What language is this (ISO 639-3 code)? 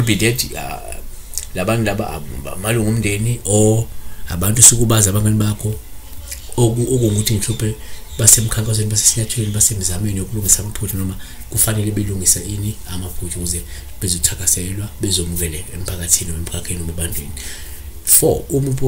zul